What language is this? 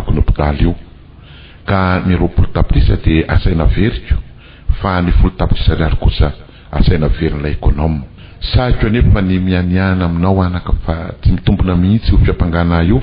Malagasy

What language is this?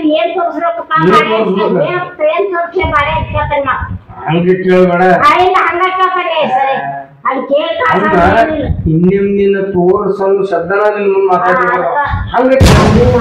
Kannada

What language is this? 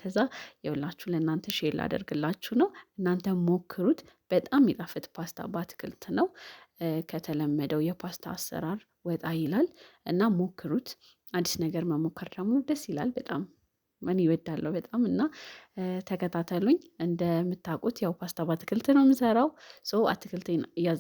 Amharic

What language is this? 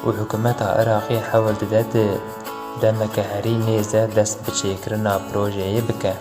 Kurdish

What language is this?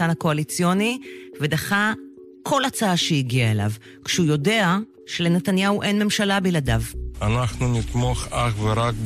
Hebrew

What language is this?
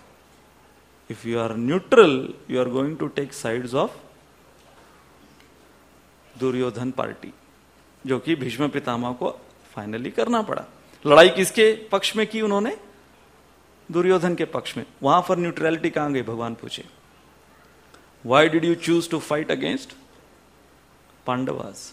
Hindi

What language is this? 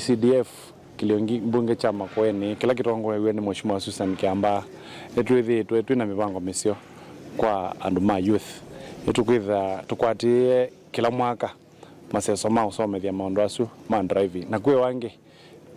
Kamba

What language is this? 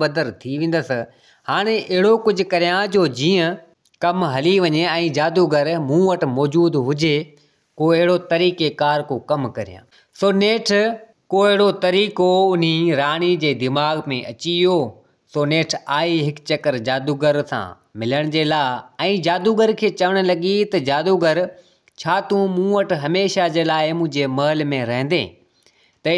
Sindhi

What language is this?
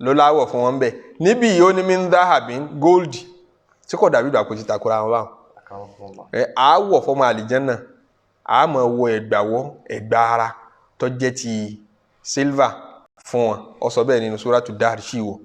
Yoruba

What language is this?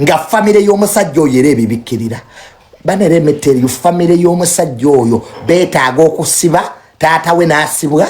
Ganda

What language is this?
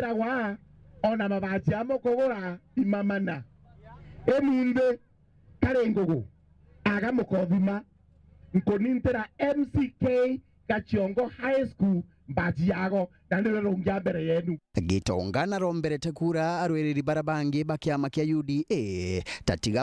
Meru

